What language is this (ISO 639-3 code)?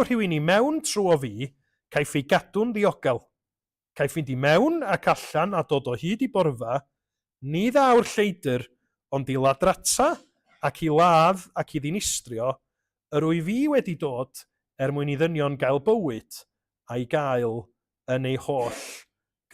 cym